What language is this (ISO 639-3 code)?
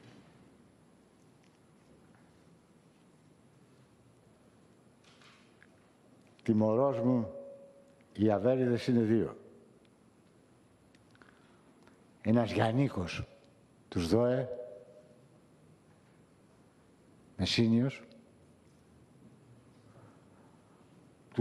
ell